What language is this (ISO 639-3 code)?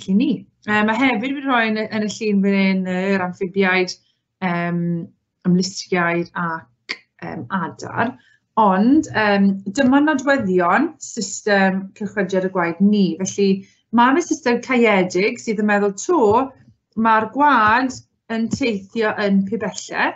cym